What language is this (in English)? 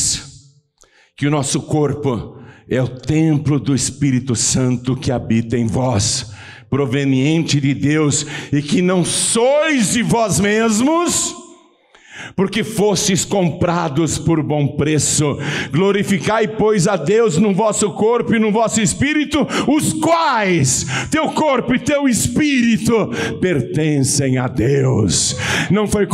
Portuguese